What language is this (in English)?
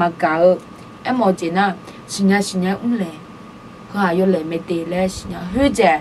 Akha